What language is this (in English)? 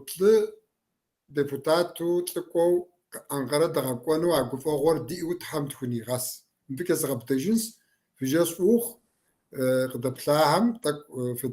Kabardian